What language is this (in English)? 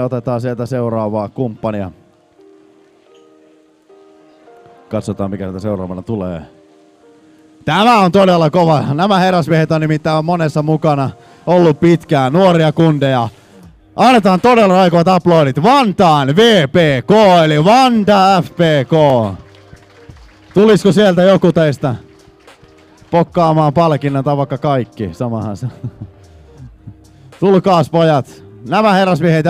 Finnish